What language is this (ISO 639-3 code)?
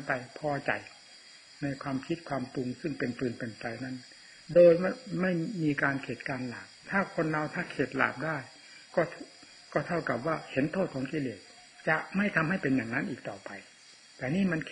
tha